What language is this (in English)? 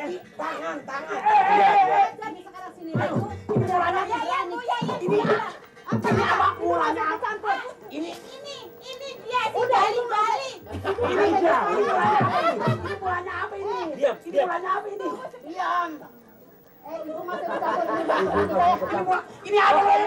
Betawi